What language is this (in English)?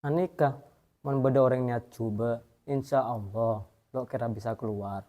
Madurese